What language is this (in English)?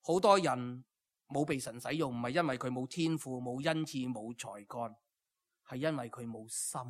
Cantonese